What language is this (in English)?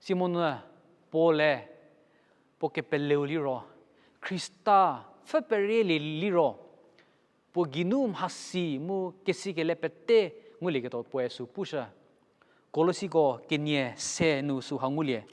Angami Naga